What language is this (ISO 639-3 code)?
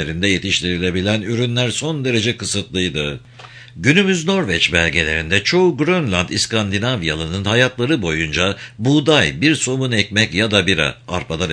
tur